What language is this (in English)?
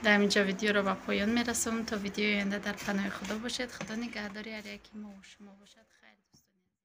Tajik